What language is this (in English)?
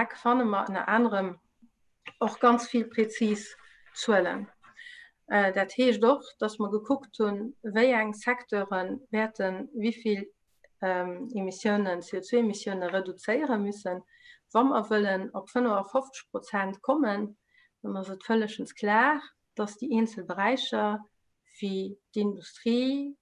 Luxembourgish